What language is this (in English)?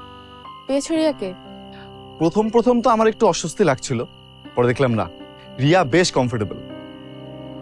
Bangla